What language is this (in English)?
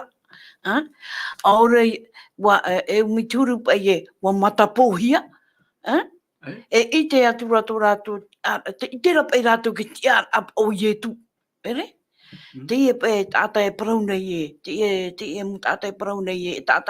Tahitian